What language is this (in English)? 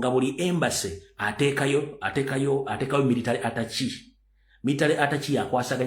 Ganda